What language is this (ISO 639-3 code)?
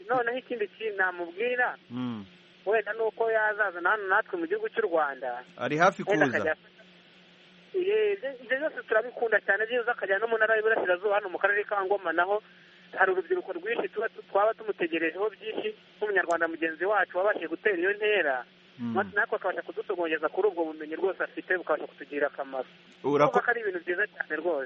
kin